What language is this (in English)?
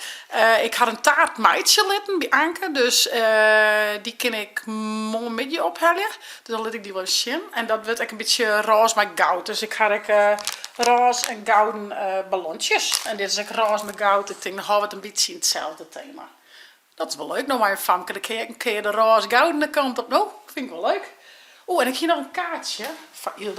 Western Frisian